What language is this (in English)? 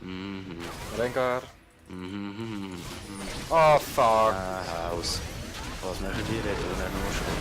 Swiss German